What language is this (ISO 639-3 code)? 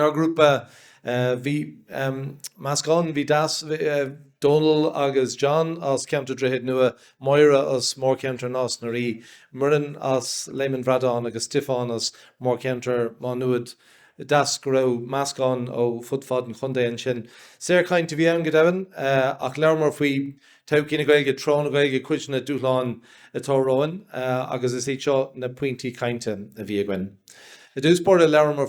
gle